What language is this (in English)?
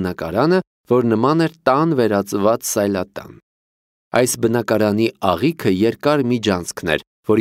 Armenian